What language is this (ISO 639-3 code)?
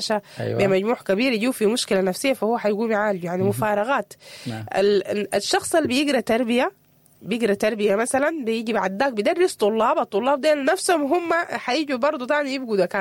apd